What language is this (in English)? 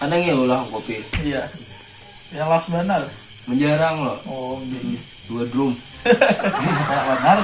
Banjar